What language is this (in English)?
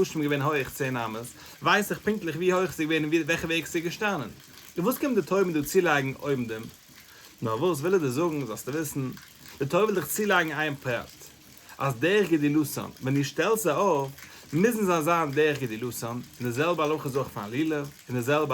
Yiddish